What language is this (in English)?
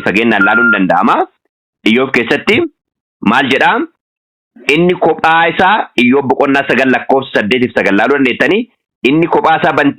Oromo